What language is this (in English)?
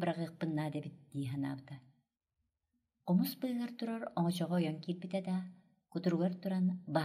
Yakut